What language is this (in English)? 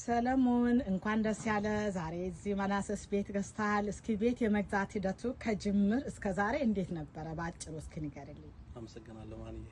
Amharic